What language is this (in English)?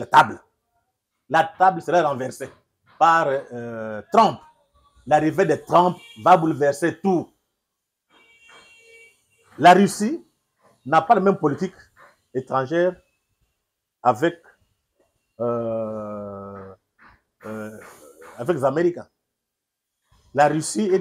French